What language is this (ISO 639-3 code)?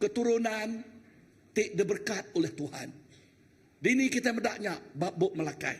iba